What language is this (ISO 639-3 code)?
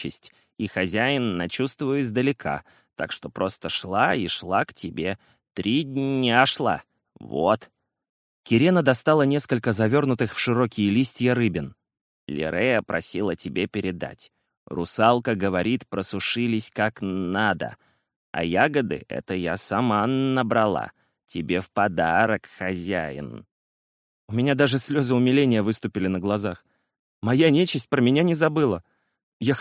rus